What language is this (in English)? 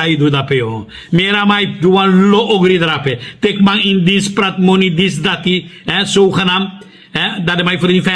Sranan Tongo